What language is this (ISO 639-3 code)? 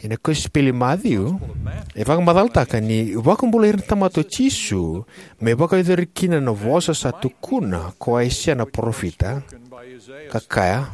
fij